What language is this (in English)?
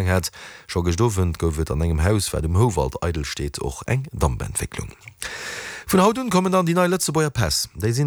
Luxembourgish